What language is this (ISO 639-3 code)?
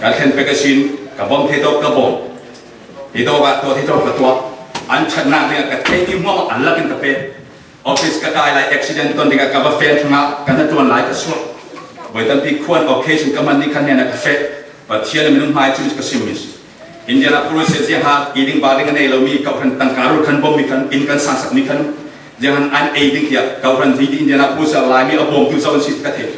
cfm